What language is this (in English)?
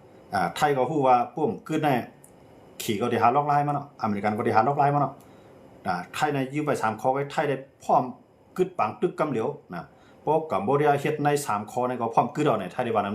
Shan